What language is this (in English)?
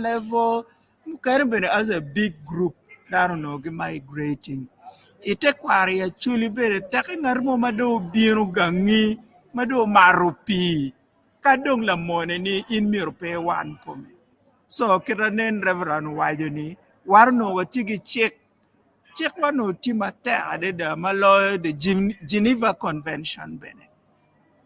Acoli